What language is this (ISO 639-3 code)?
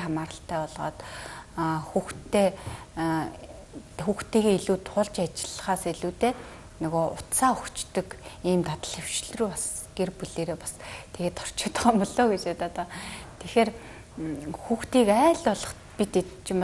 mon